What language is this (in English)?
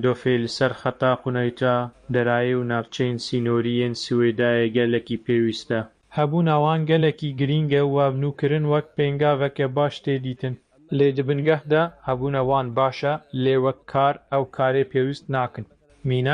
Kurdish